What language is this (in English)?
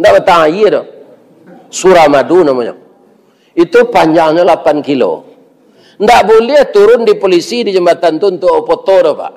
Minangkabau